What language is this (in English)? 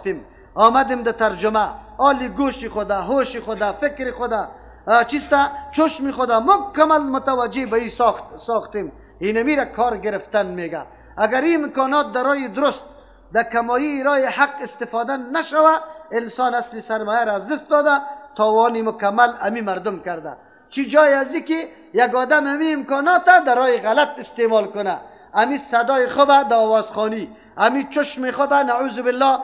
Persian